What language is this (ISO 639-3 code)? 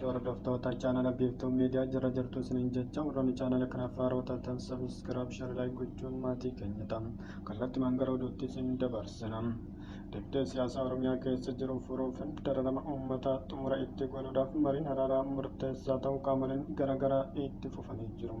orm